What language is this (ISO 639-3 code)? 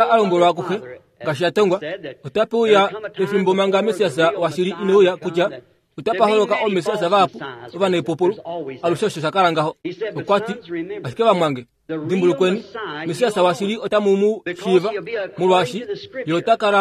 kua